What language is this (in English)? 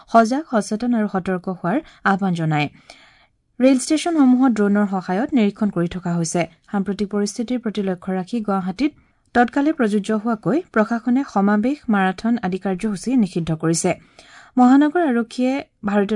Assamese